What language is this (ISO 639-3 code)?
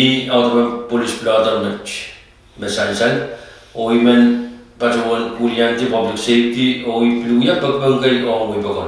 pon